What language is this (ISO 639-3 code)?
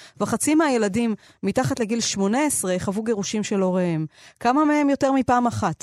heb